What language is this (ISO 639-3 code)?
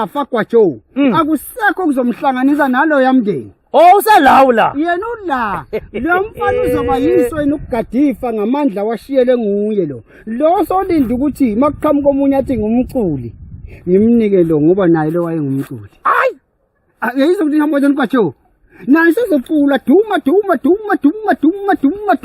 zul